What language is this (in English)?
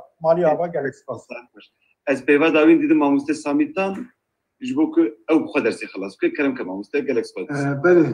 Kurdish